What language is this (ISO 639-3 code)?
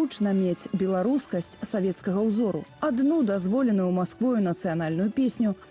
bel